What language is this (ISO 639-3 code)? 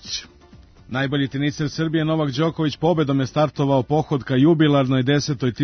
srp